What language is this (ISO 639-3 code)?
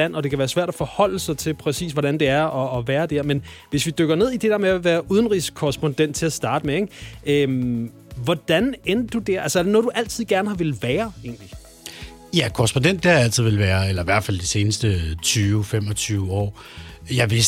dan